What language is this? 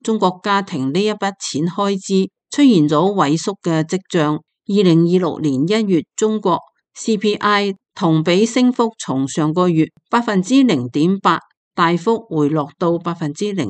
Cantonese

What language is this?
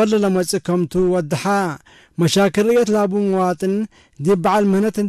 Tigre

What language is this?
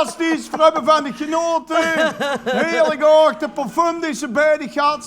Limburgish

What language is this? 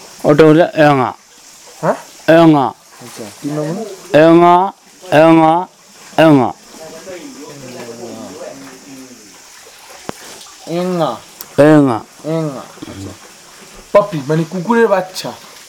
Bangla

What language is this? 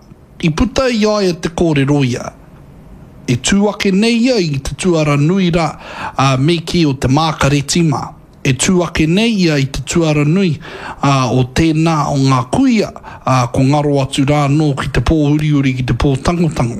Māori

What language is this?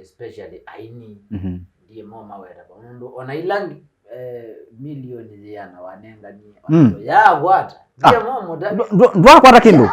Kamba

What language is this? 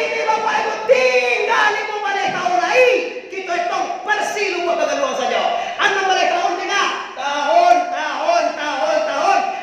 Minangkabau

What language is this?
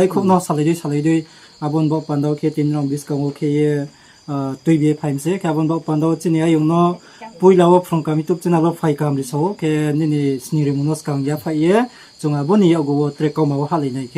Riang (India)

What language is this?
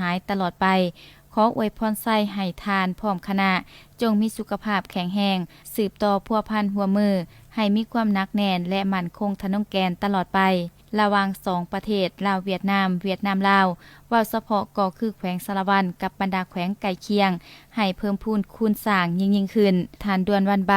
Lao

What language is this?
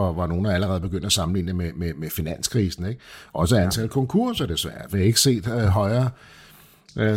Danish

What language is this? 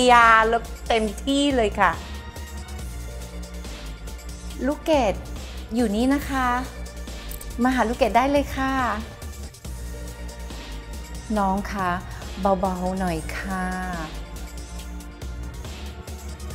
Thai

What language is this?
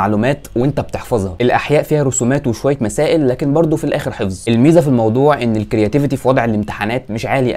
Egyptian Arabic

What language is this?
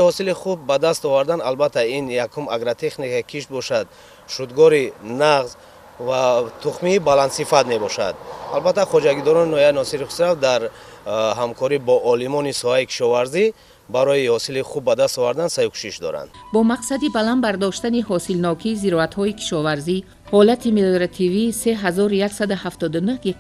Tajik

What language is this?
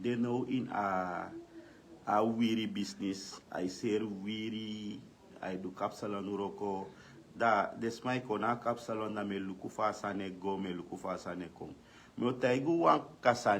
Sranan Tongo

